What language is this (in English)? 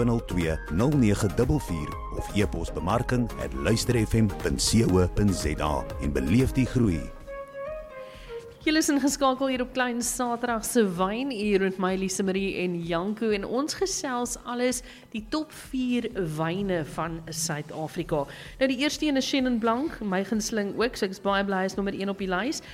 Afrikaans